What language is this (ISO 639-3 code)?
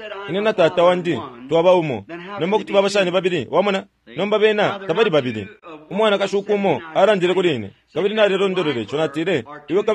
bem